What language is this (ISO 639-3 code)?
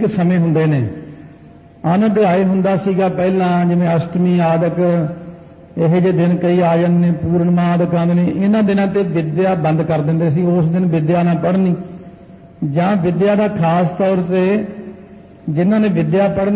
pan